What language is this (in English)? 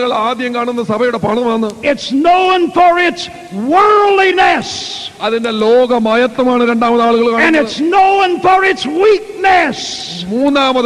Malayalam